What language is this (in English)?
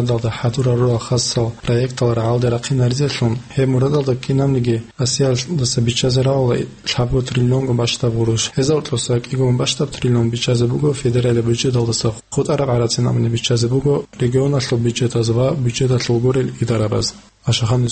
Avaric